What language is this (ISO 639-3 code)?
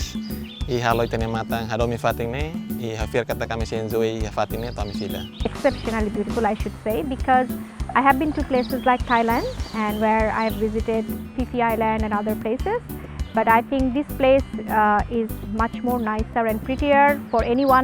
tet